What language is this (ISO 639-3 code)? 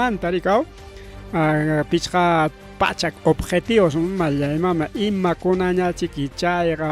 quy